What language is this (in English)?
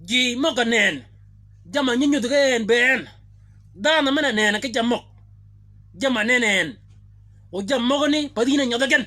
Shilluk